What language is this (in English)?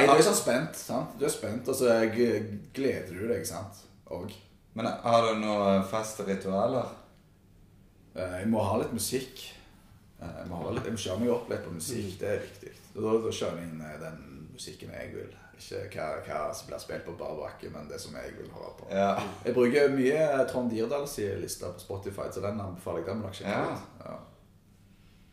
Norwegian